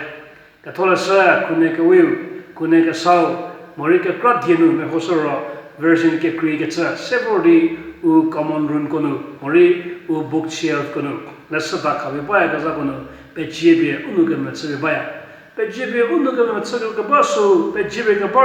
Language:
Angami Naga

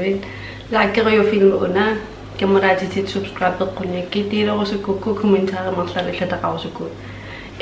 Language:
Kalaallisut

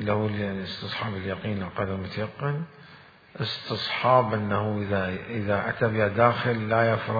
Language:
Mesopotamian Arabic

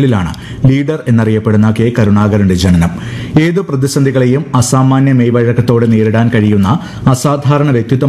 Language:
Malayalam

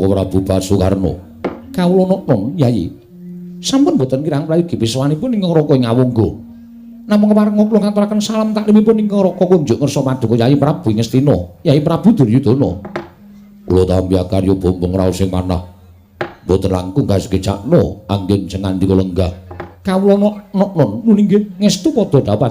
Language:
Javanese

